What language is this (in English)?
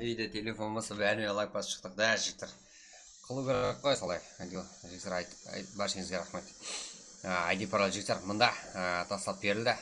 Kara-Kalpak